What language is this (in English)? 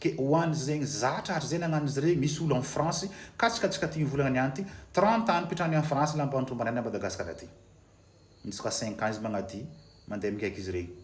Malagasy